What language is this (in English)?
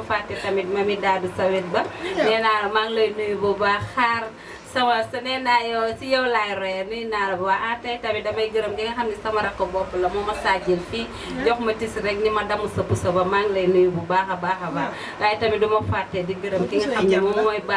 Wolof